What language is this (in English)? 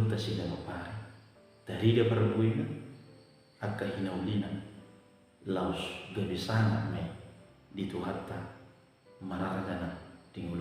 Batak Toba